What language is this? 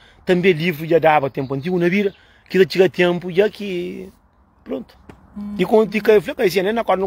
Kabuverdianu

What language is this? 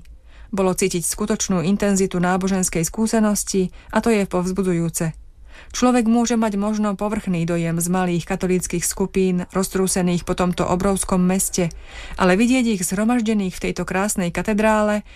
Slovak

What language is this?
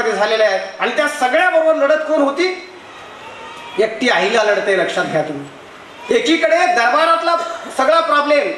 Marathi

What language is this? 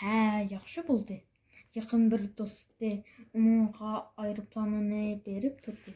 Uyghur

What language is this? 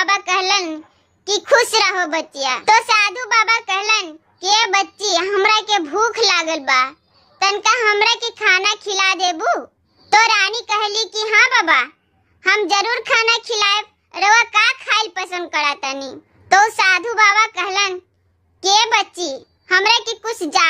Bhojpuri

